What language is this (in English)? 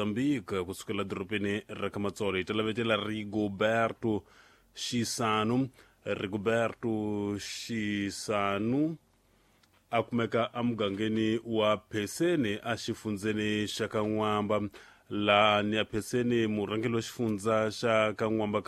Tsonga